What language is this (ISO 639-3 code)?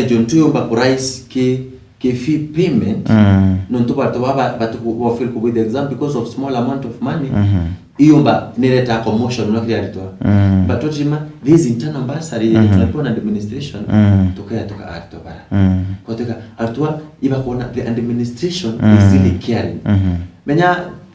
mer